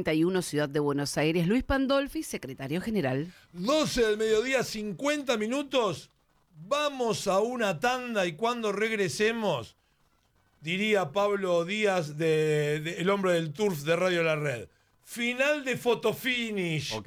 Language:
Spanish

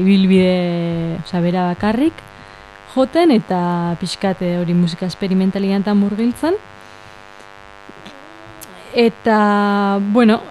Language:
Basque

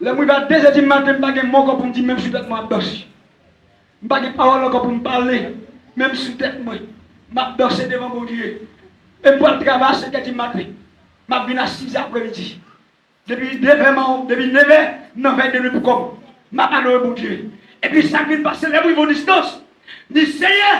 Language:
Haitian Creole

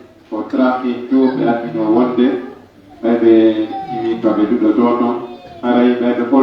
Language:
Pular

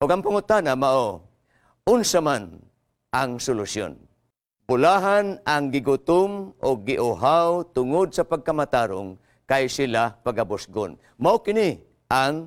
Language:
Cebuano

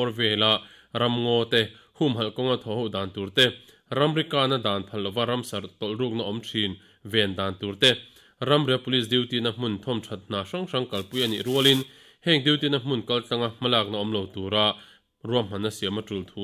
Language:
Mizo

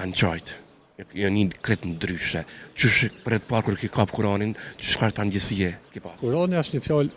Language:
Albanian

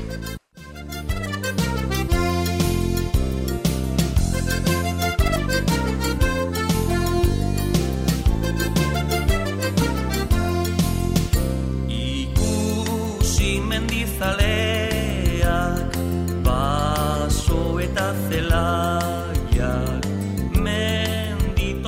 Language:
Basque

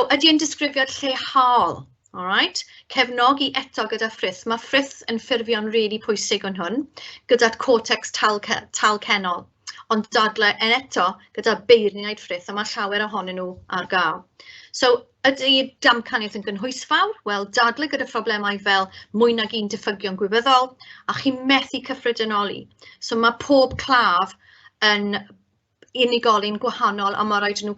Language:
Welsh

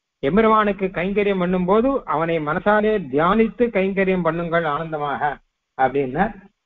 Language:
Tamil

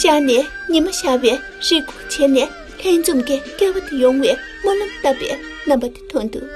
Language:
Tibetan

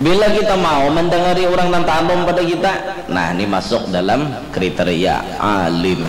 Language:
Banjar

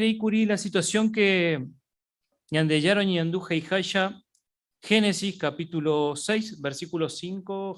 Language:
Guarani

